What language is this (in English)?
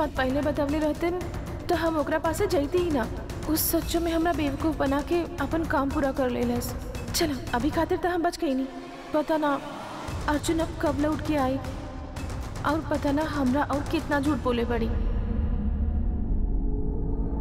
Bhojpuri